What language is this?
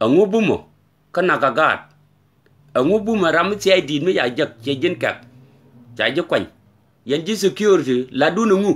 Nuer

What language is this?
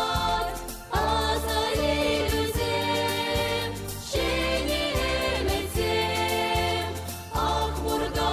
Chuvash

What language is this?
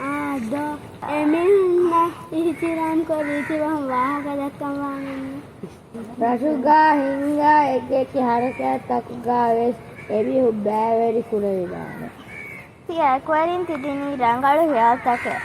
Divehi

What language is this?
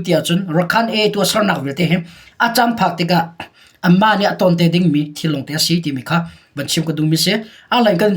Hakha Chin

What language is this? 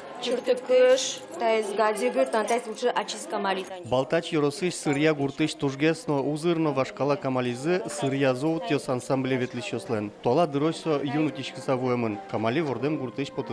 Udmurt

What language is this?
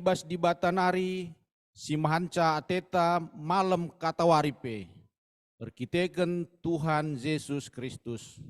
Batak Karo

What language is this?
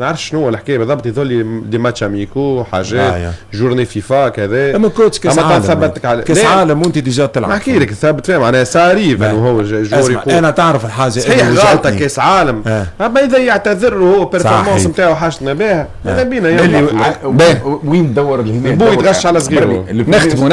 Tunisian Arabic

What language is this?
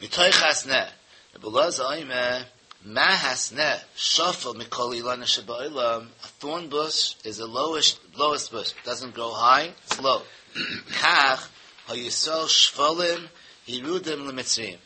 Yiddish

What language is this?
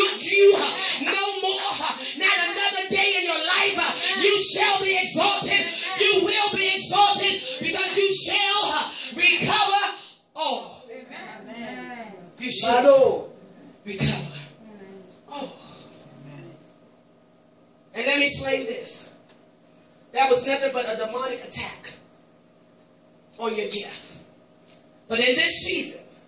English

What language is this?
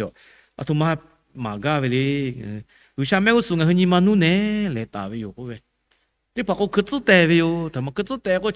Lahu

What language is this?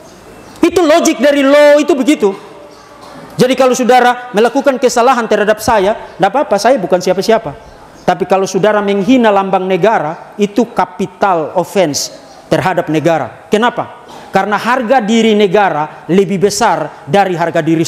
Indonesian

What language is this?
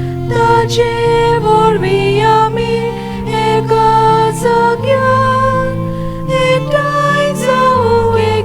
Konkani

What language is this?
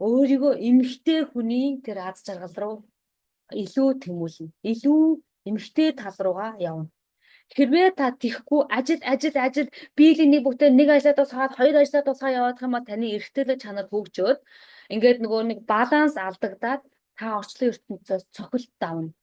Mongolian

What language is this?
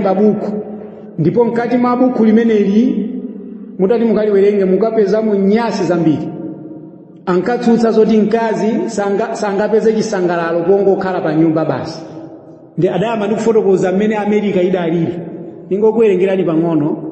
Nyanja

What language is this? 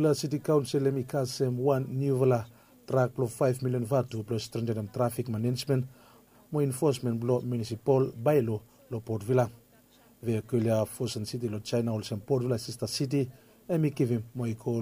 Bislama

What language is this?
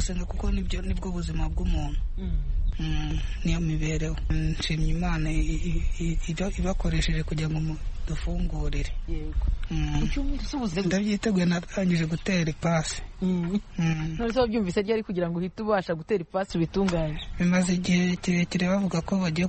Kinyarwanda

